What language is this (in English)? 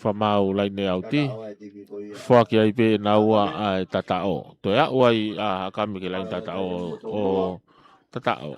Tongan